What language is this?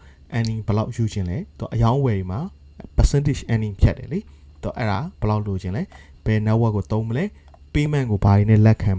Burmese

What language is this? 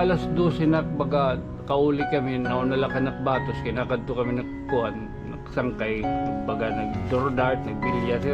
Waray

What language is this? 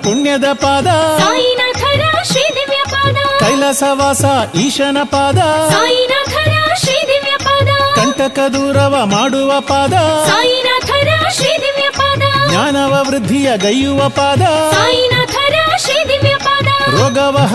Kannada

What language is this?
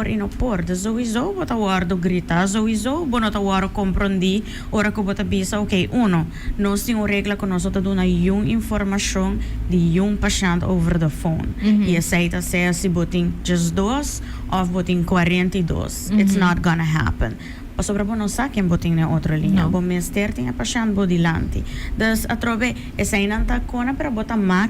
Papiamento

